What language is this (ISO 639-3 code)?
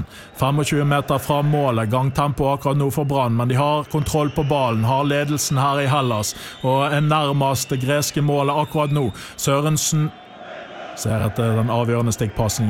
nor